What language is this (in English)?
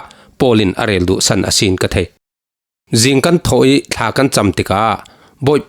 Falam Chin